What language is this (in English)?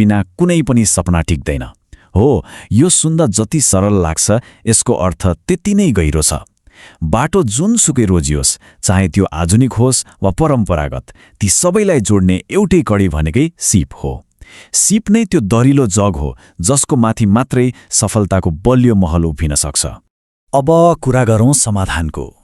Nepali